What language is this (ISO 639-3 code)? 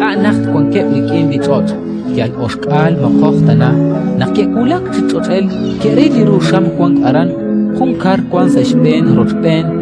kek